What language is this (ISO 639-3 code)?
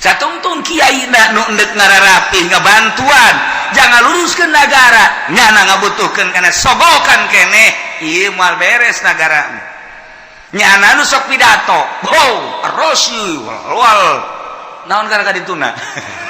sun